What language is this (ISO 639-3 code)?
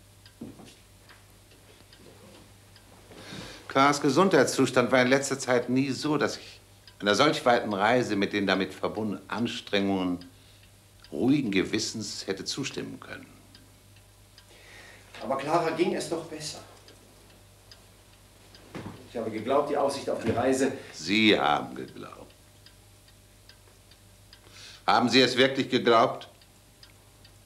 deu